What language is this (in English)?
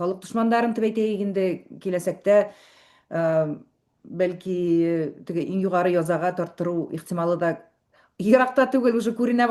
Bashkir